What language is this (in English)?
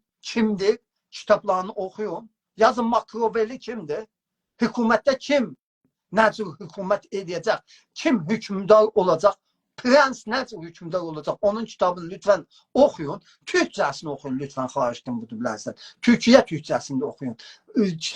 South Azerbaijani